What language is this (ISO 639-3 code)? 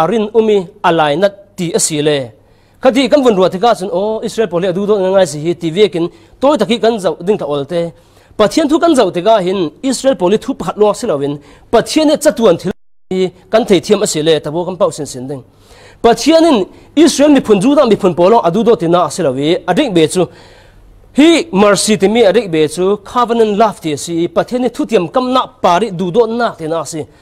cfm